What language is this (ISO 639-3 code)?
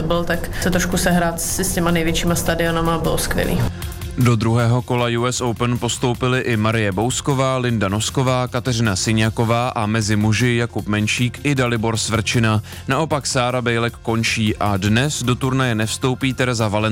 ces